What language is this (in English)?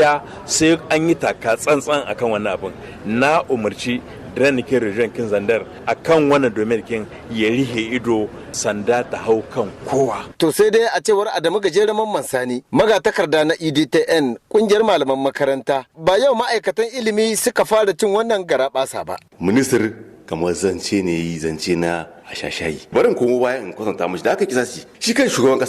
Hausa